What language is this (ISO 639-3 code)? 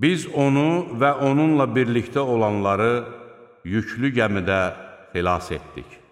aze